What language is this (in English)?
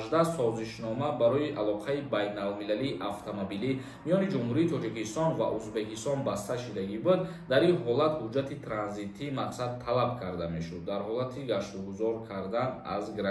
Tajik